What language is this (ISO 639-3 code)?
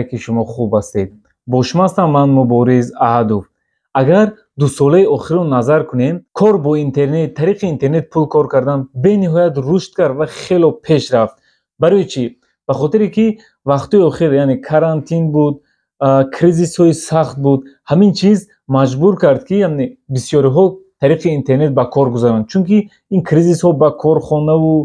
tgk